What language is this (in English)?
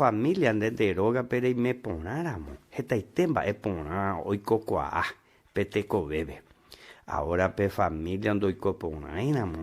Guarani